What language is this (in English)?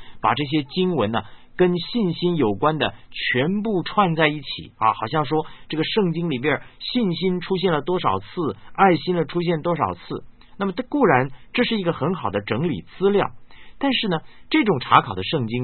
Chinese